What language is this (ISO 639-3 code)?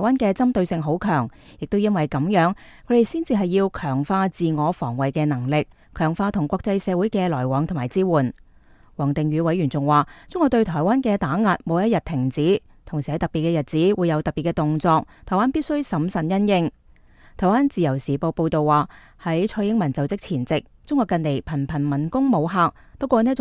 yue